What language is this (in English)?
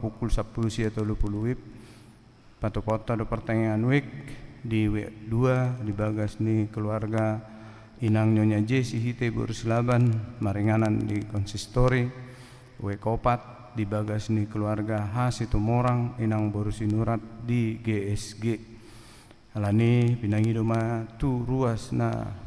Batak Toba